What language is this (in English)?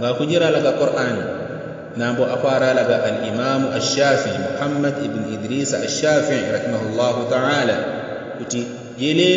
Yao